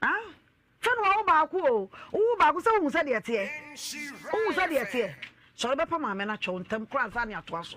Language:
Akan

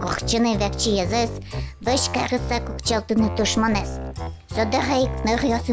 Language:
Udmurt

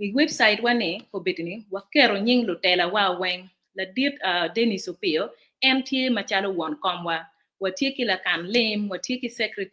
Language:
Acoli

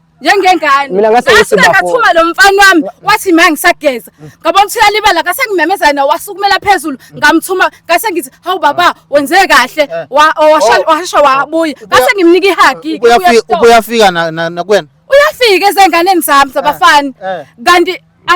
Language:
Zulu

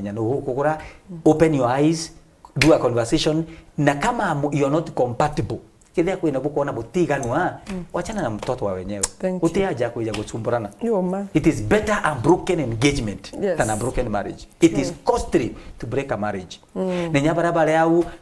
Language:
Meru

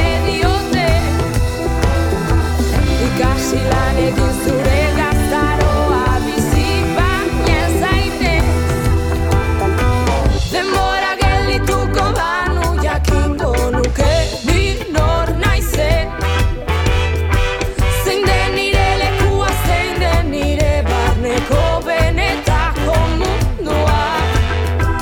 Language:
Basque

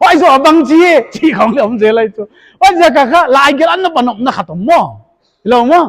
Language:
Paite Chin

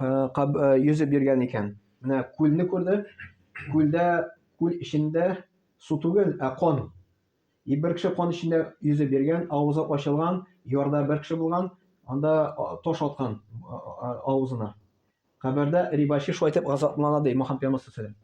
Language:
Tatar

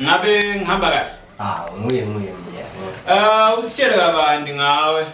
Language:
Zulu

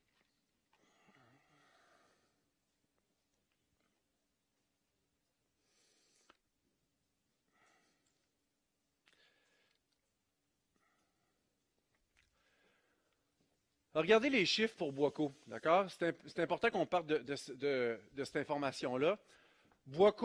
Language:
French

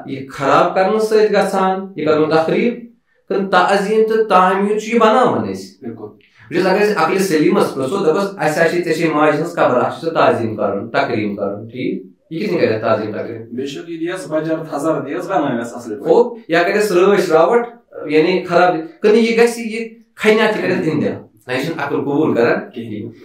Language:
Kashmiri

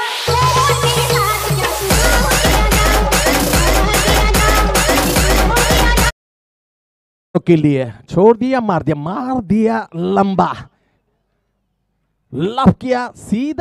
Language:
Marathi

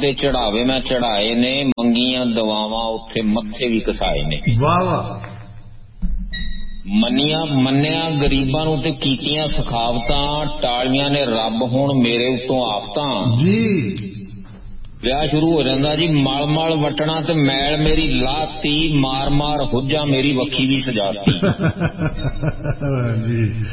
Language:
Punjabi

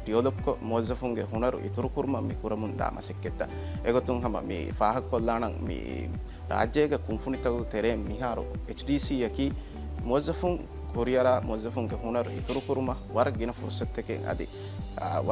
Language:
Divehi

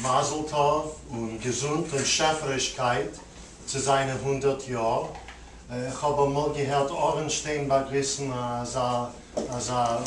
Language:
Yiddish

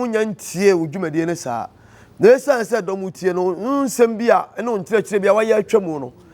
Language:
Akan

